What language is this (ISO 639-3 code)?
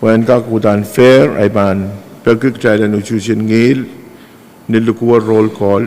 pon